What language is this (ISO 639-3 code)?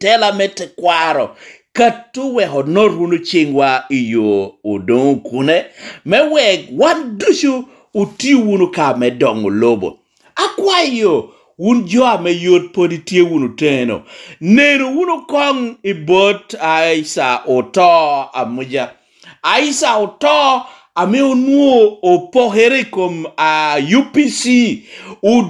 laj